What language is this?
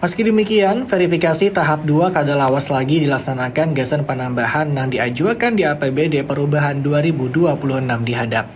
Banjar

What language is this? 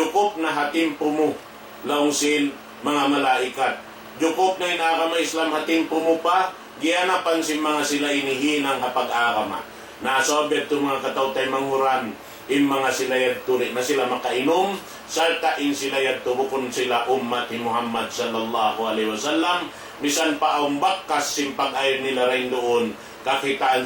Tausug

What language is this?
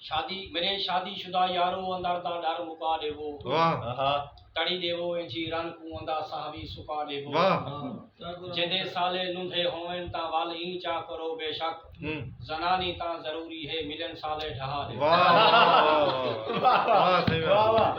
Saraiki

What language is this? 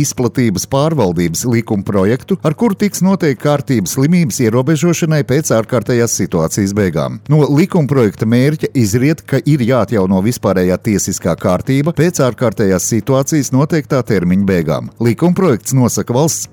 Latvian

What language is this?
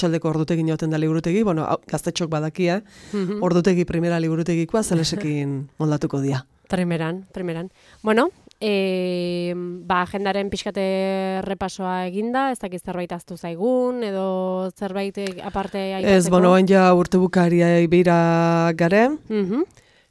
Basque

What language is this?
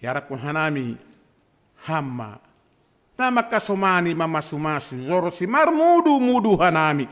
Batak Simalungun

